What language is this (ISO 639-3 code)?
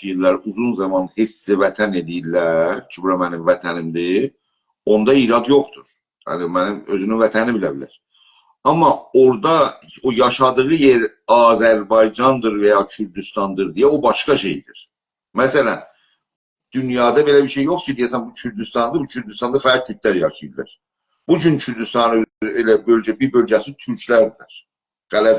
azb